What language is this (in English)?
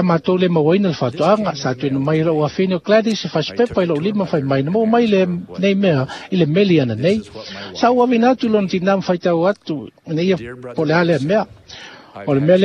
Samoan